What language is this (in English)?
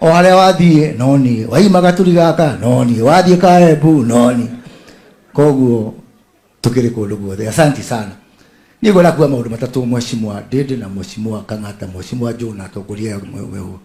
Kikuyu